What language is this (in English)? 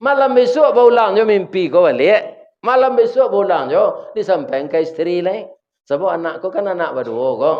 Minangkabau